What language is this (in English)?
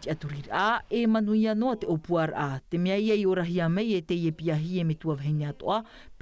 Tahitian